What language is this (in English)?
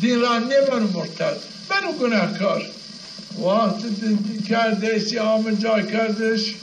Zaza